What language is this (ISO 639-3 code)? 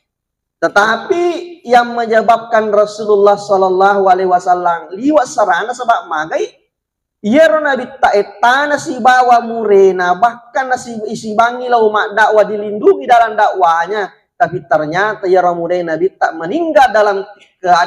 bug